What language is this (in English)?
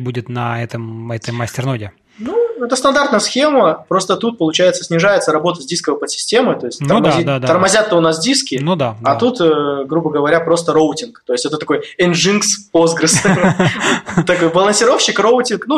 Russian